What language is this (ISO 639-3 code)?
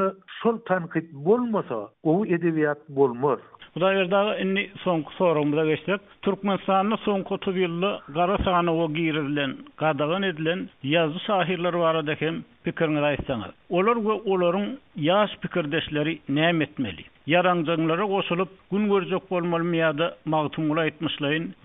tuk